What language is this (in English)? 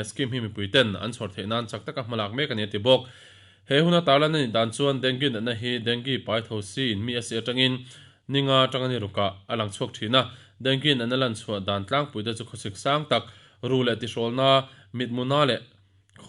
Mizo